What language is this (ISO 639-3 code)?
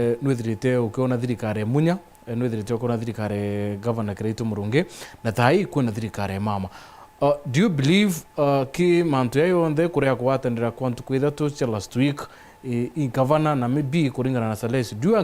mer